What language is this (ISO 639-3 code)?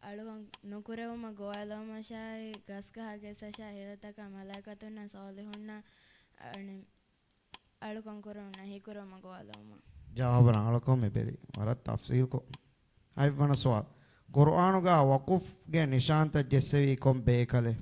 div